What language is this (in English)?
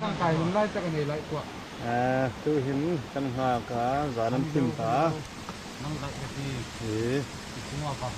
Hmar